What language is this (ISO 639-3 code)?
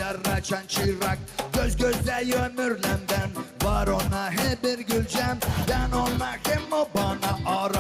gag